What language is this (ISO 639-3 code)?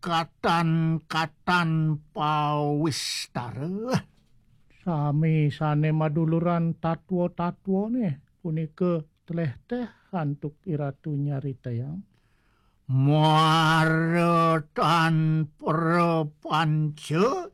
ban